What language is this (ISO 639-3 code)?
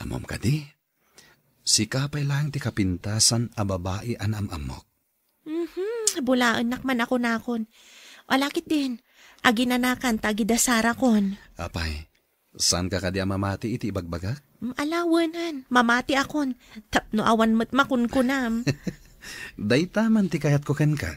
ilo